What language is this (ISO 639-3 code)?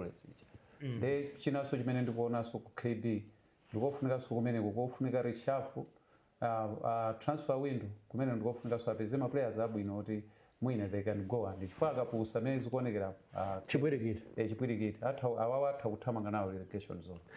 nya